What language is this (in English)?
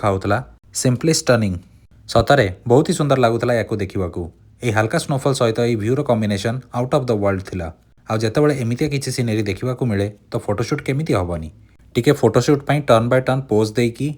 Odia